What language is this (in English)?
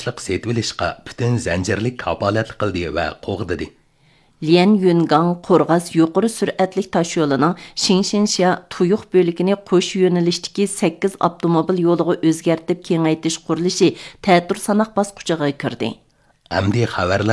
Uyghur